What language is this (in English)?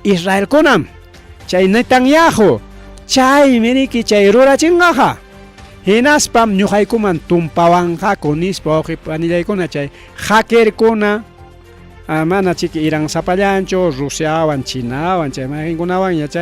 Ayacucho Quechua